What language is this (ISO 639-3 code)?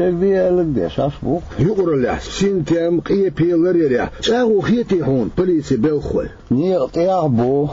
che